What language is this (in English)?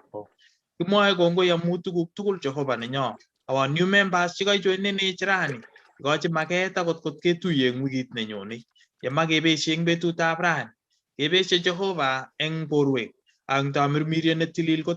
Kalenjin